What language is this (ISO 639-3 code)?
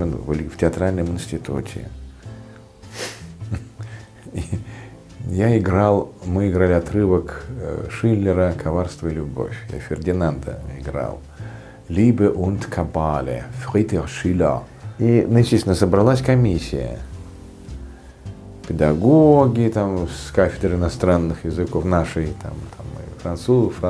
rus